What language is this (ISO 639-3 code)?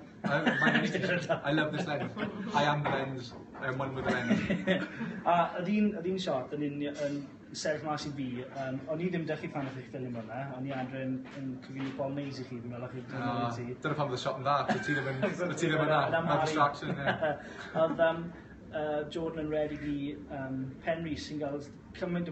cym